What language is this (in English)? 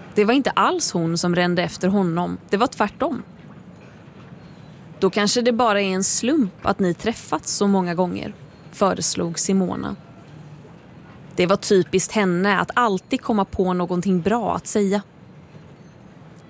Swedish